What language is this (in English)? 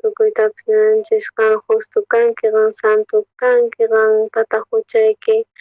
South Bolivian Quechua